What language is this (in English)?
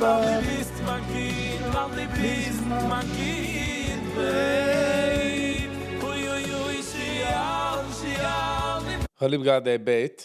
Yiddish